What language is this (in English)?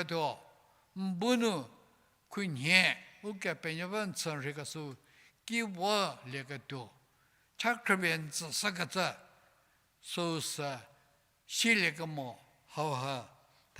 Angami Naga